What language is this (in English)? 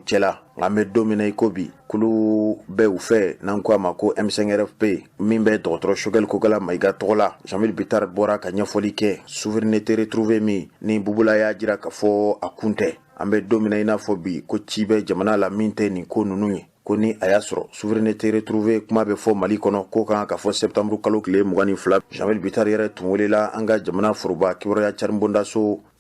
Bambara